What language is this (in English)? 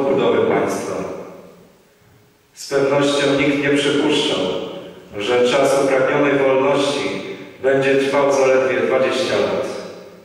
Polish